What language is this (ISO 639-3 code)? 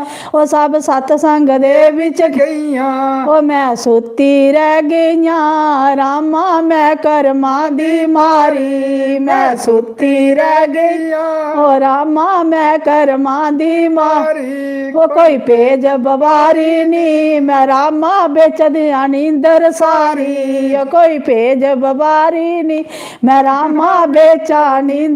doi